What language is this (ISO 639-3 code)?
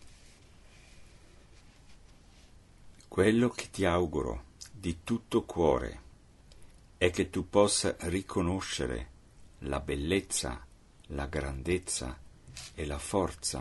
ita